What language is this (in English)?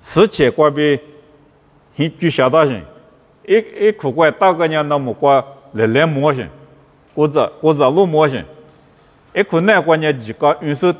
Lisu